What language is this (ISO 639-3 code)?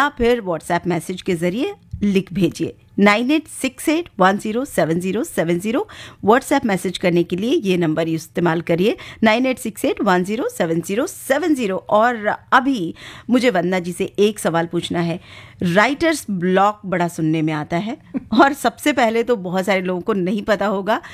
hin